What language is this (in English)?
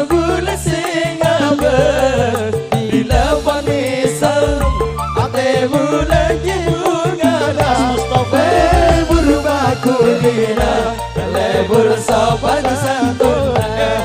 Madurese